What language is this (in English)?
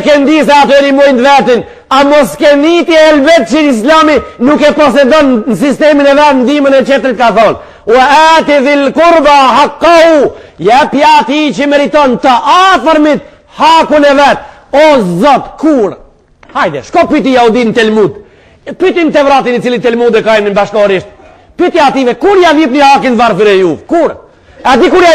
Albanian